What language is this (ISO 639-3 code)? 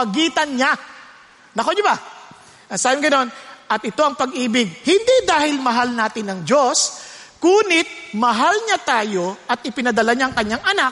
fil